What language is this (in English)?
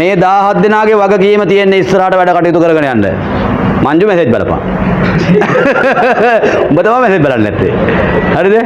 Sinhala